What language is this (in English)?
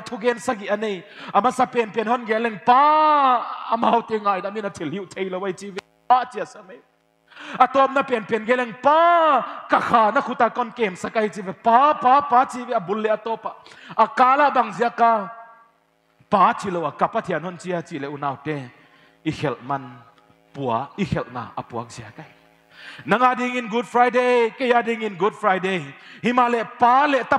Paite Chin